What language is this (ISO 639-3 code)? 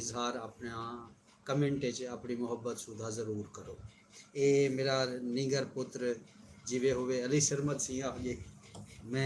skr